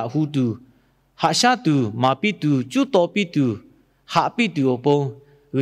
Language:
Lahu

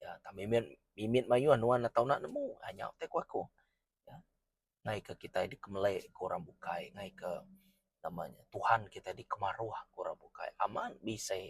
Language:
Iban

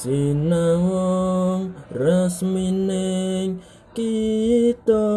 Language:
Javanese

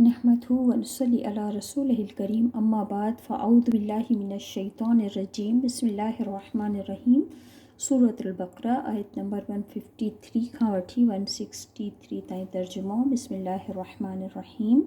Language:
Sindhi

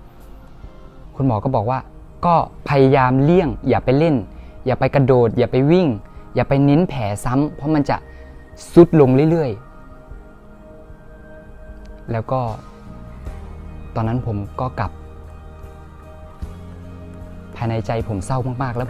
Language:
Thai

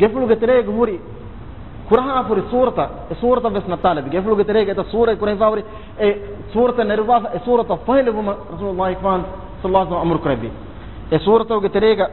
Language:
Divehi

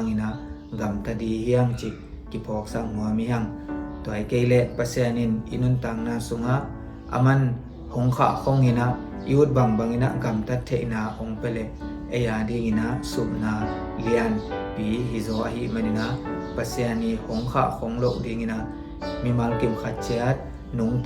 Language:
Tedim Chin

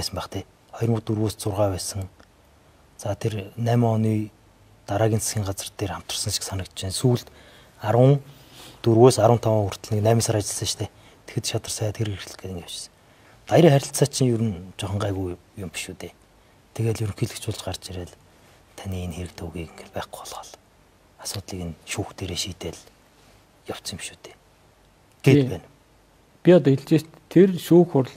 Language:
Mongolian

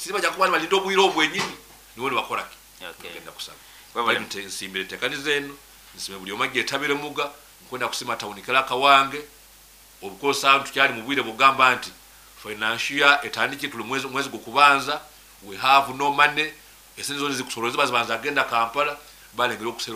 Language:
Nyoro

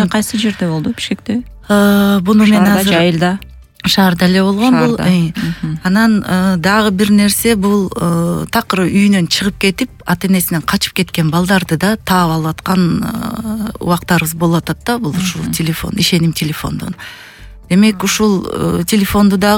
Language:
Kyrgyz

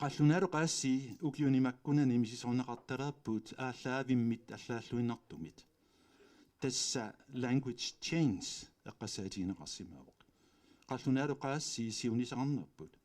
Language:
Kalaallisut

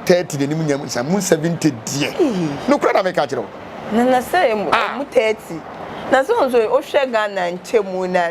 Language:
Akan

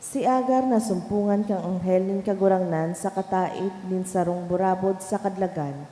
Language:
Bikol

